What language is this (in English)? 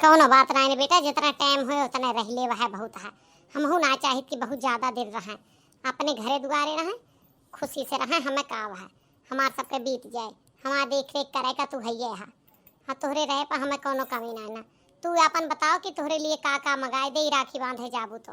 Awadhi